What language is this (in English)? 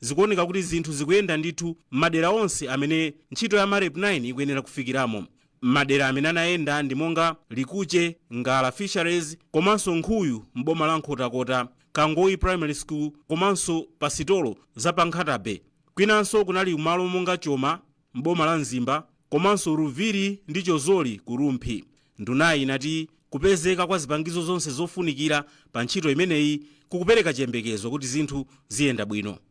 Nyanja